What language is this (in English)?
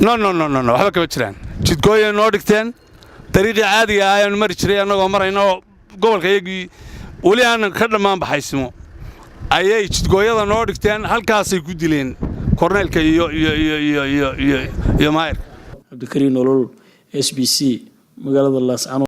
Somali